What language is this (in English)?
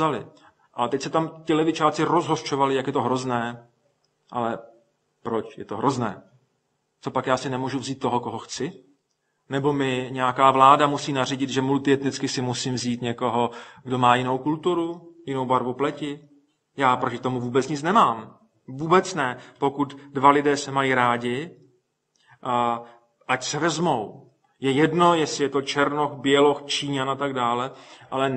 Czech